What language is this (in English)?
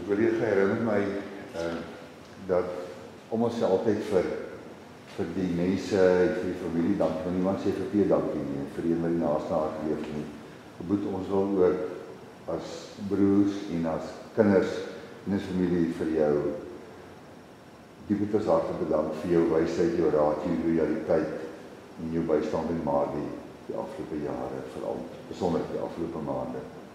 Afrikaans